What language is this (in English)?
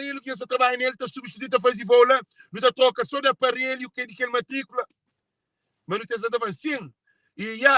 Kabuverdianu